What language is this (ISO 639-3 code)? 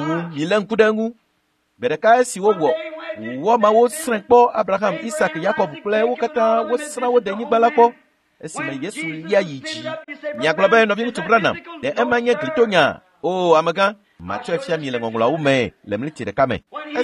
ewe